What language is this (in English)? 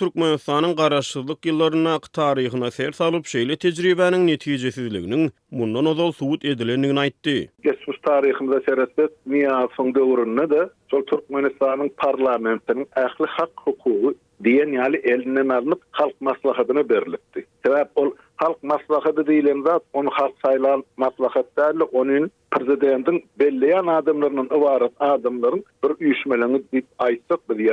Turkmen